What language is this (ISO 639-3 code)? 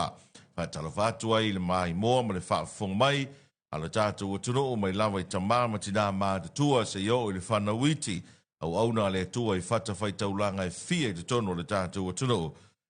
smo